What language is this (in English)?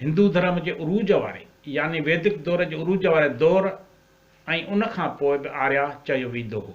Sindhi